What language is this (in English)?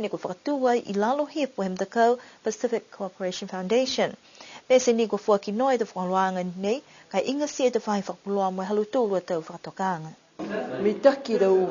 Niuean